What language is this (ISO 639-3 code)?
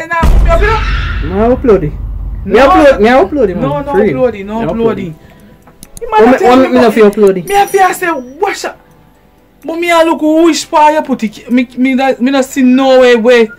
jam